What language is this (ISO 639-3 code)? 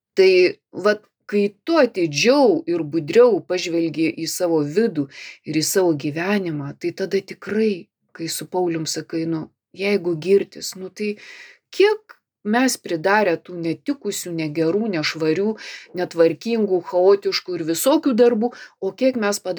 lit